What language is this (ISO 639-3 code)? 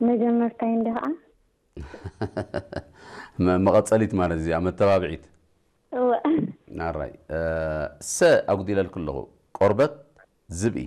tir